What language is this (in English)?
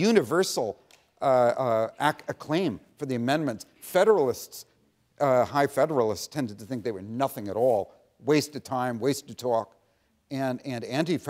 English